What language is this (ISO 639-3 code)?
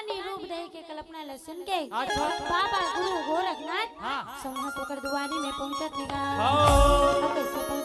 hne